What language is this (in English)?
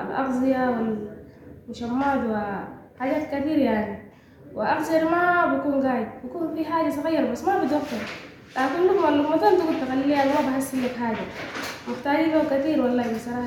Sudanese Arabic